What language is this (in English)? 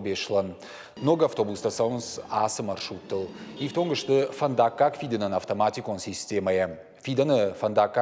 Ossetic